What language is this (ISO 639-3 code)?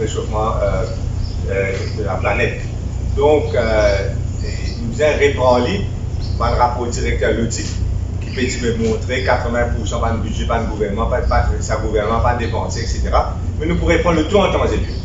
mfe